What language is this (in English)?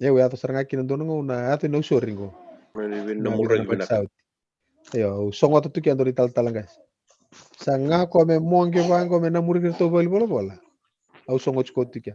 Fijian